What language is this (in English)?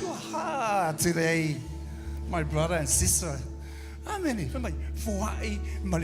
Samoan